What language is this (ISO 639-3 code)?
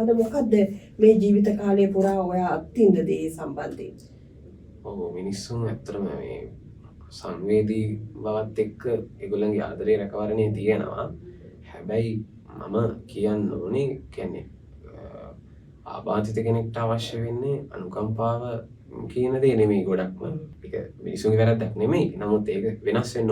sin